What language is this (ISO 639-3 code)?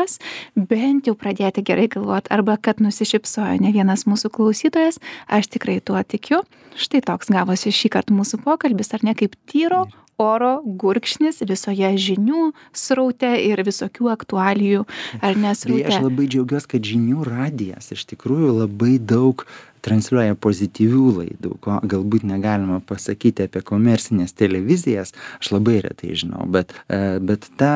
lit